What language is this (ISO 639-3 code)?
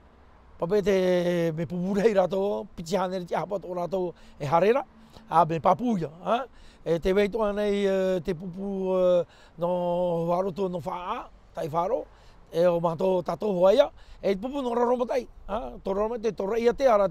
tah